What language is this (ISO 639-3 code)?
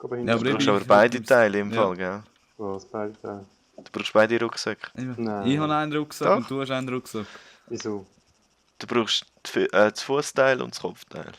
gsw